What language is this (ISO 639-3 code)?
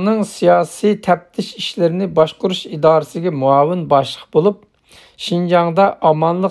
uig